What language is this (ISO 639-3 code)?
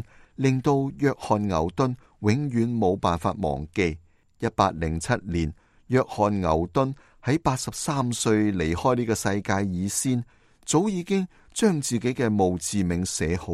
yue